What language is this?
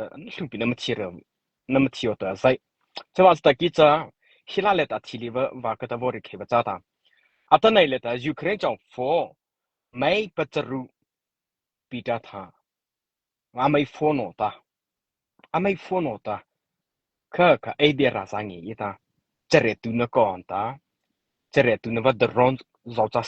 Mara Chin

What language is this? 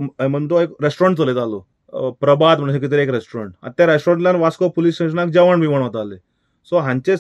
Konkani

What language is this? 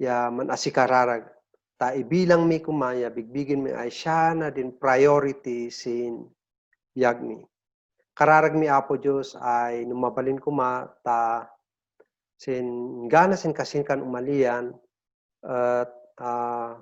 Kankanaey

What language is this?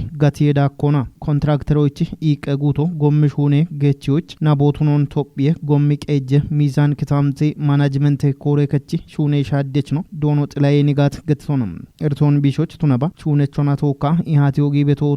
Kafa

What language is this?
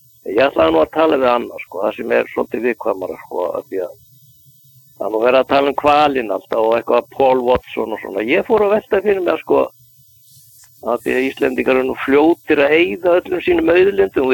Icelandic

